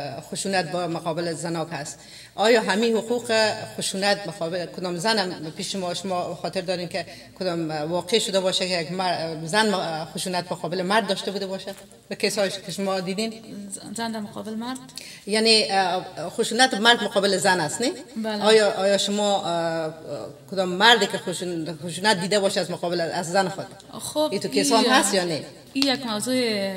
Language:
Persian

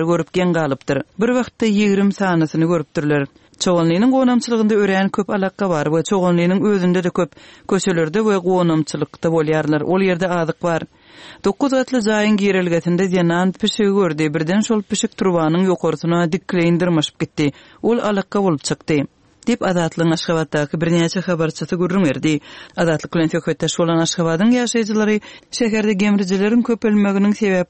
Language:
Turkmen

